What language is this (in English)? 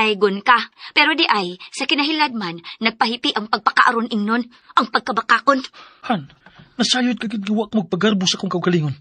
Cebuano